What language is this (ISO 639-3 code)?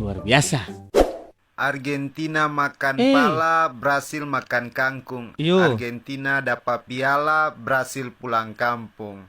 abs